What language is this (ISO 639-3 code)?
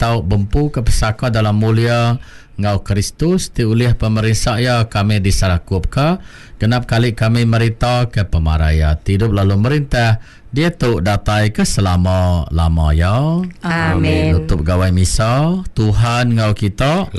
iba